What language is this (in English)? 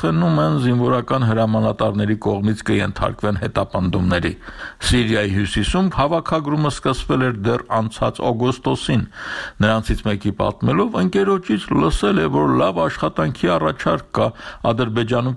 Armenian